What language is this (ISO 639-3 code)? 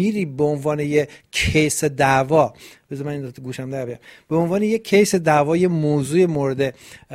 fas